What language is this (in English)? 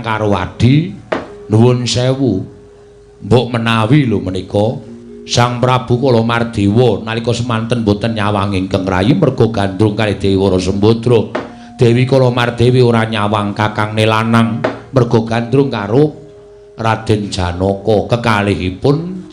Javanese